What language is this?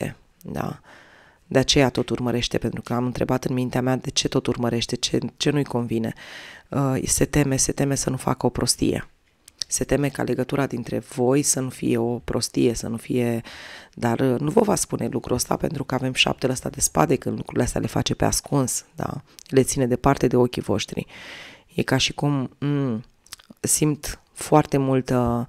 Romanian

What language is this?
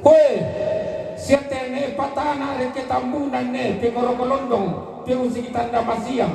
Toraja-Sa'dan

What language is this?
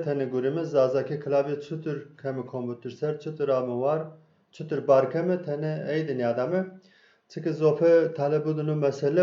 Zaza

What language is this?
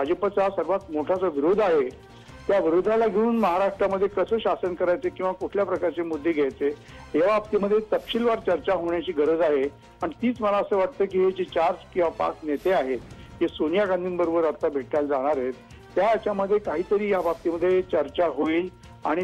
Marathi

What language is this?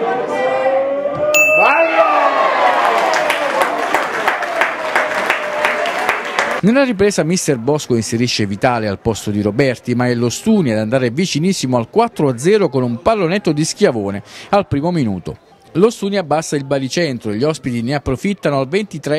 Italian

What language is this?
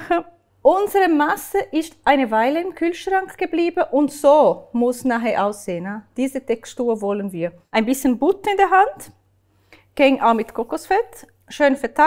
Swiss German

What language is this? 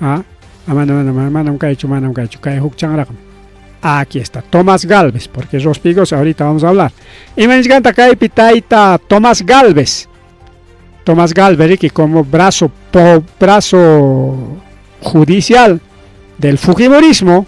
Ayacucho Quechua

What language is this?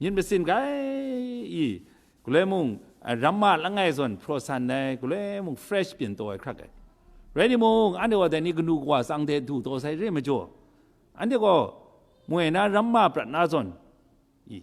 Kachin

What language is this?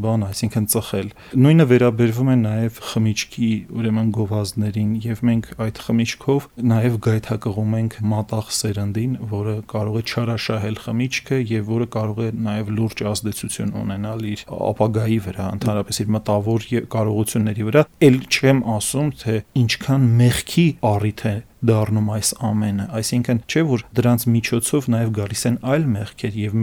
Armenian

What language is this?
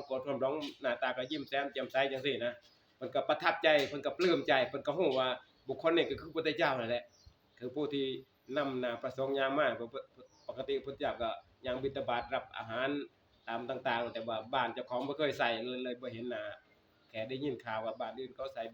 Northeastern Thai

